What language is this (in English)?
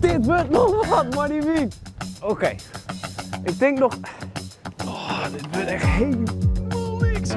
Western Frisian